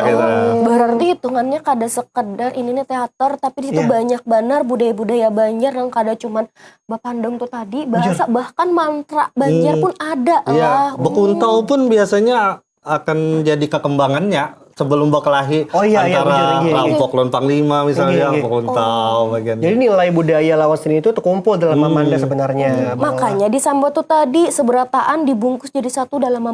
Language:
Banjar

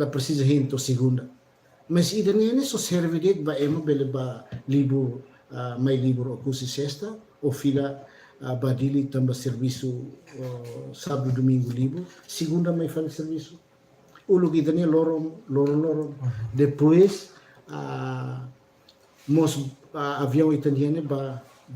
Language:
Tetum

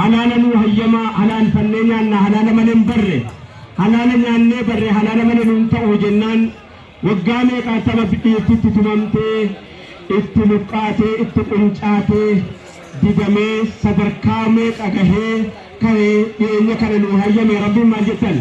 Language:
Oromo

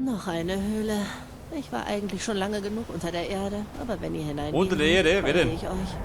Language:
Bavarian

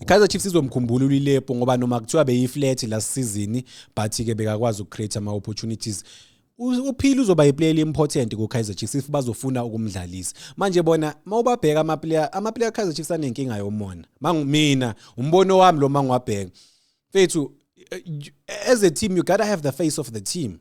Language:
Zulu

